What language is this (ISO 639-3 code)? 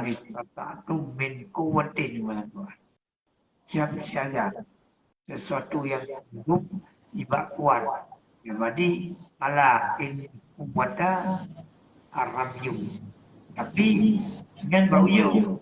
ace